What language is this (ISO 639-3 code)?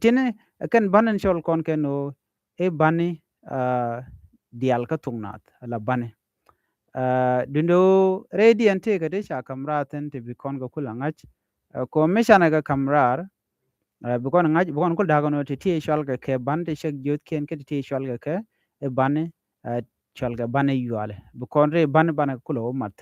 nus